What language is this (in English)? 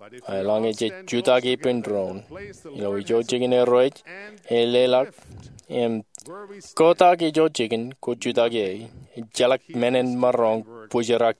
Marshallese